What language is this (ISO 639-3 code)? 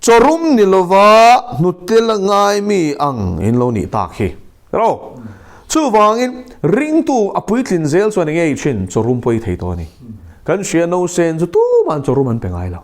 lus